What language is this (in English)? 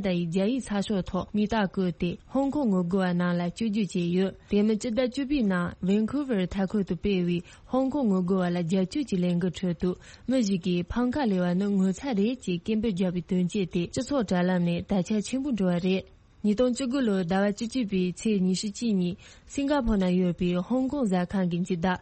Tibetan